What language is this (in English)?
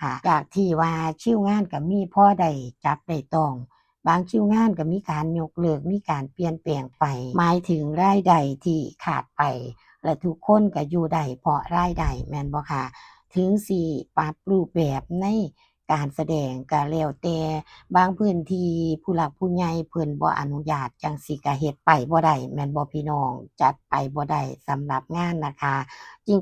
Northeastern Thai